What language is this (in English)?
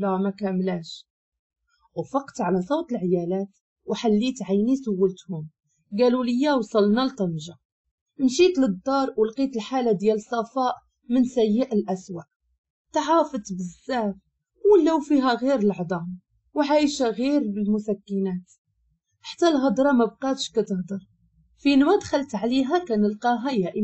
Moroccan Arabic